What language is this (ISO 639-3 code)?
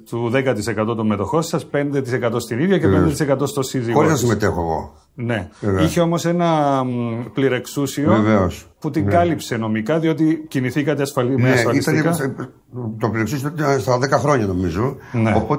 ell